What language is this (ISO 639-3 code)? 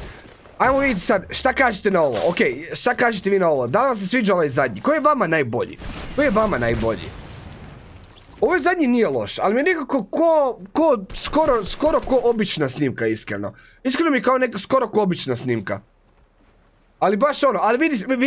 hrv